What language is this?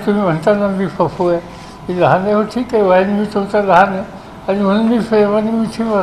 Marathi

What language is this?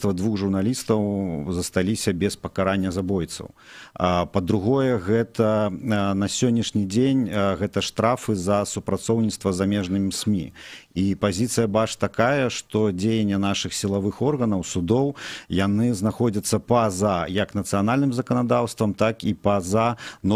Belarusian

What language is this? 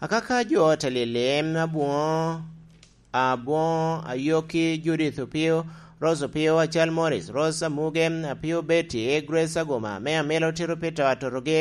Lango (Uganda)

